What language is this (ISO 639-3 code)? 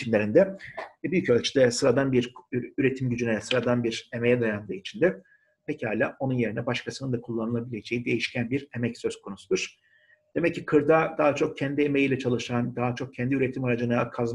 tur